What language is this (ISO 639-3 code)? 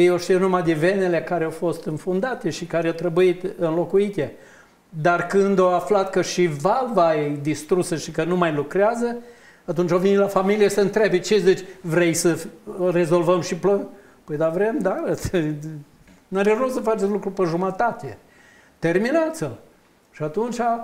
ron